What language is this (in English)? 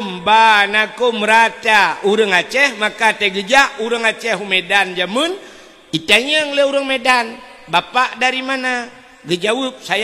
Achinese